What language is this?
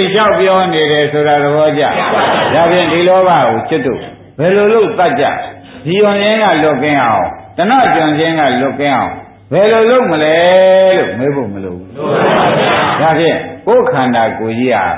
Burmese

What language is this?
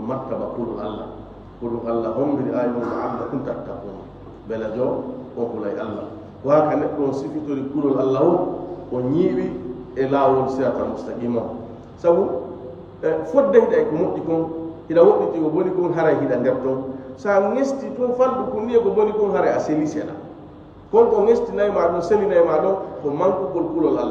Fula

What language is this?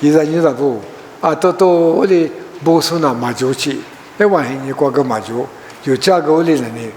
Lisu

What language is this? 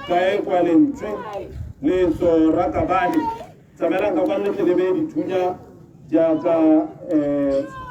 Tswana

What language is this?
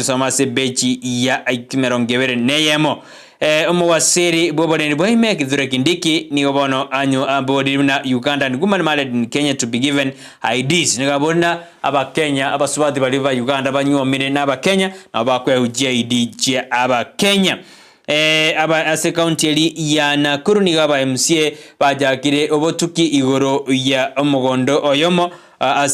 Gusii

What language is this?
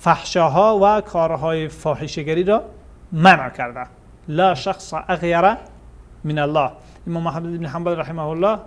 Persian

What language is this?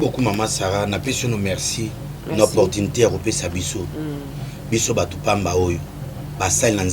Lingala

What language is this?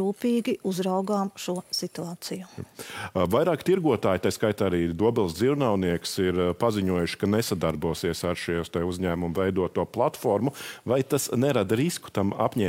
Latvian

